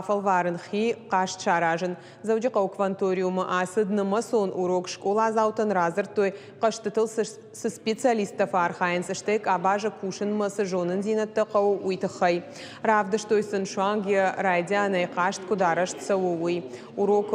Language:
Ossetic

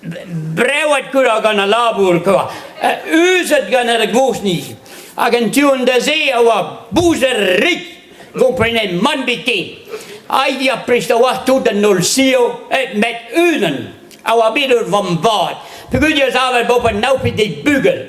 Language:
Breton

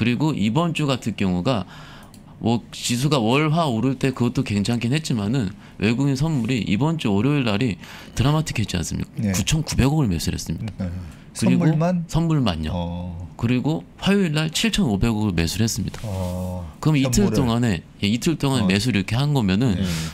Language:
Korean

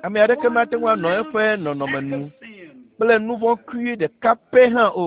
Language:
Ewe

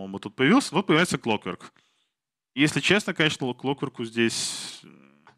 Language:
Russian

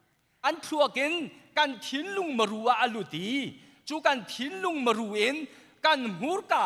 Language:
Hakha Chin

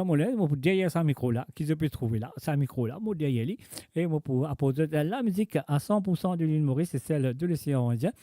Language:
Morisyen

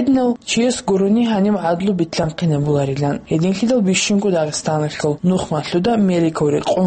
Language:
Avaric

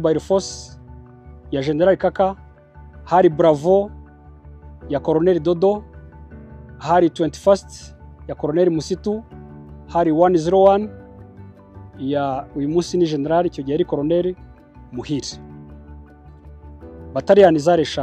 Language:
Kinyarwanda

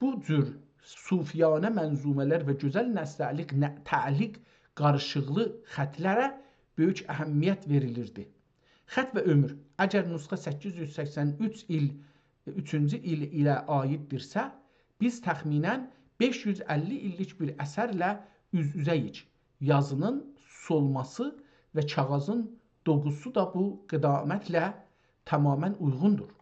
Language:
South Azerbaijani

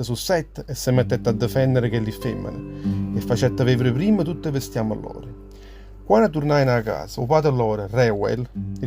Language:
Neapolitan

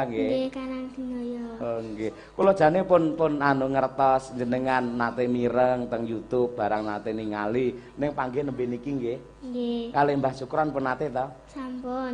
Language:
Javanese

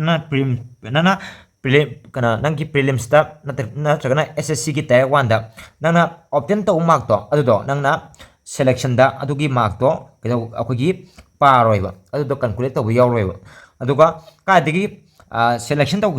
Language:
Manipuri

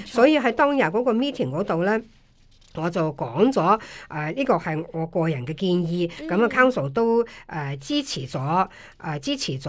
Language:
Cantonese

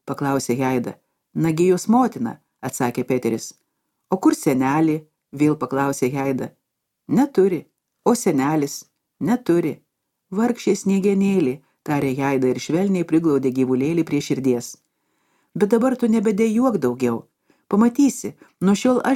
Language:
Lithuanian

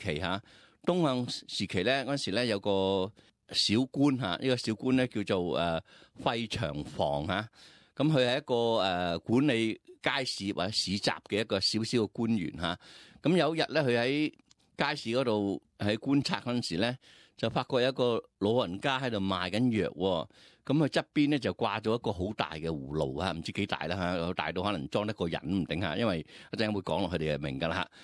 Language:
Cantonese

